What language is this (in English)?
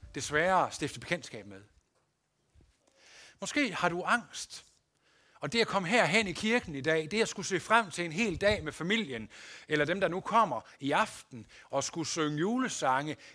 Danish